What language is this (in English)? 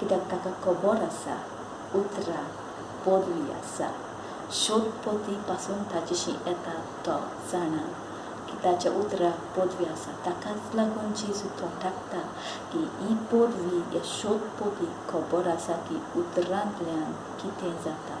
Konkani